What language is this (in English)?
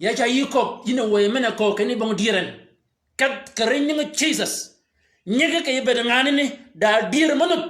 Shilluk